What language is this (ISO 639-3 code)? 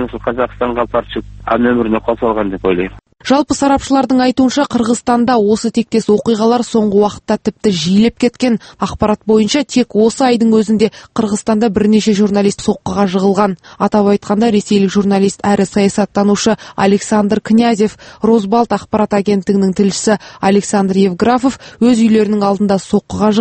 kaz